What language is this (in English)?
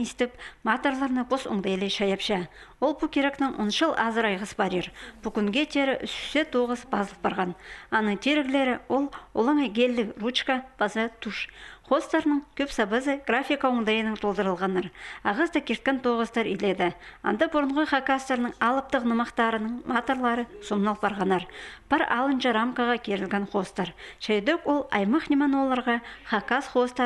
Khakas